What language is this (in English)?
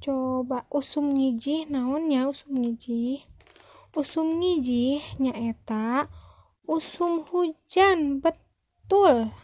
Sundanese